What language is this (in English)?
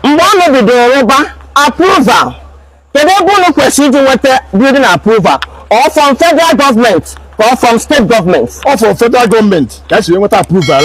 Igbo